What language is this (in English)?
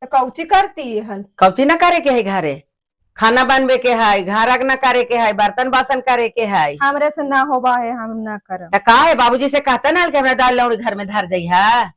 Magahi